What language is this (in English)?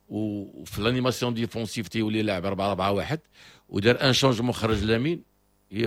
Moroccan Arabic